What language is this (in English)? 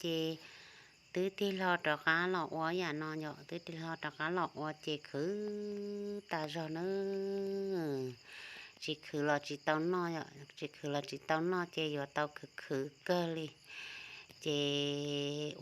Hmong